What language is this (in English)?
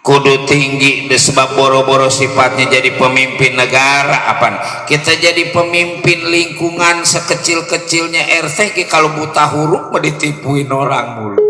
Betawi